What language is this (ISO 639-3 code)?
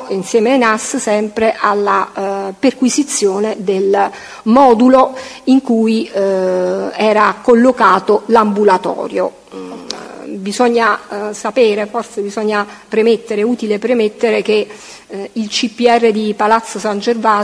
ita